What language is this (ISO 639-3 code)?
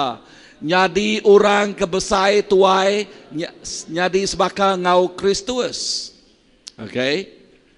iba